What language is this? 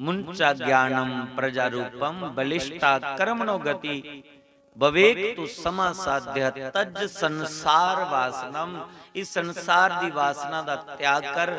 Dogri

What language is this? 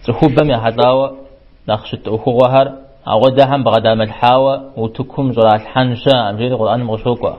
Kabardian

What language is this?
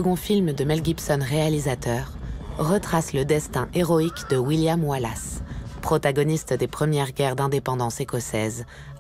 French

